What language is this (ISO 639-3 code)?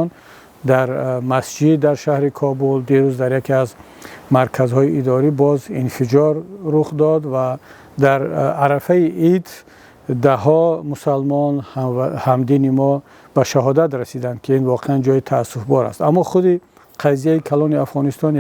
tgk